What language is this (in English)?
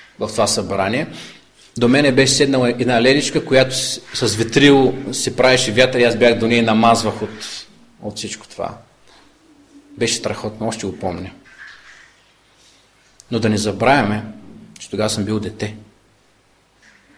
Bulgarian